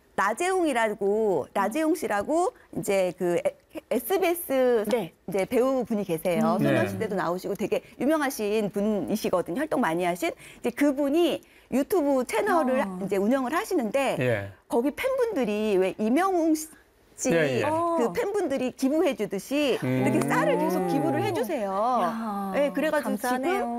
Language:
Korean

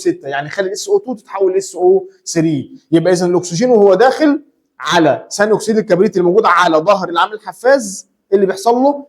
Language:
Egyptian Arabic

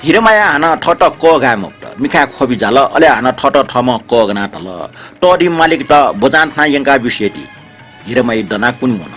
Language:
Newari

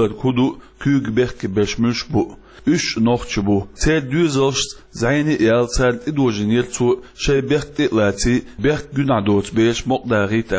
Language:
Chechen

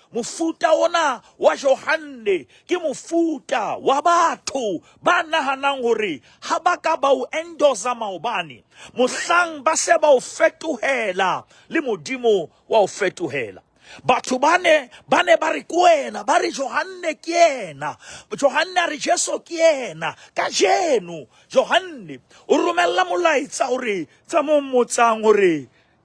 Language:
Southern Sotho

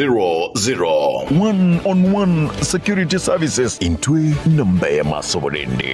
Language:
Gusii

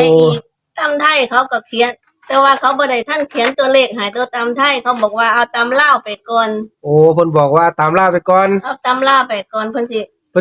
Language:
Northeastern Thai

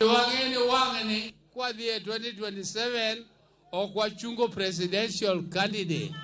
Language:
Luo (Kenya and Tanzania)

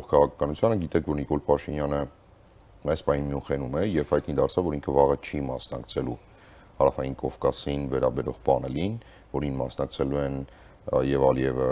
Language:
Armenian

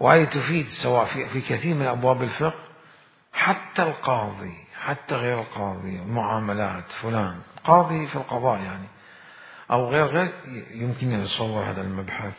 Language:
Mesopotamian Arabic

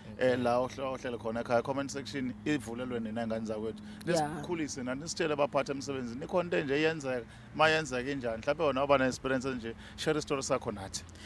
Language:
Zulu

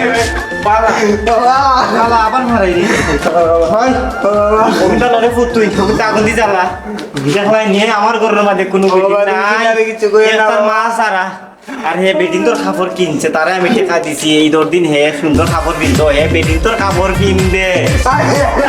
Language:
Sylheti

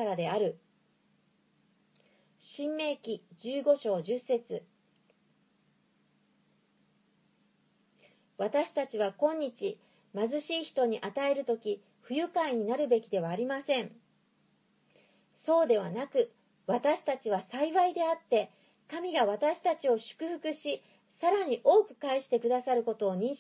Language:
Japanese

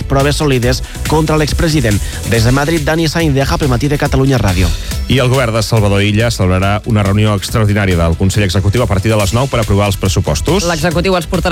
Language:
Catalan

